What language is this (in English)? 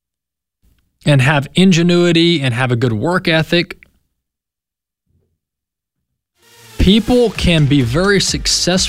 English